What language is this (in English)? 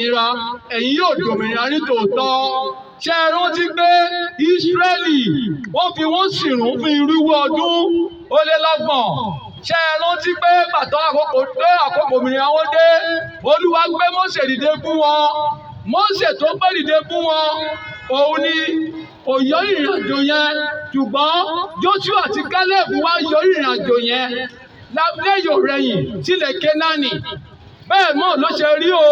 Yoruba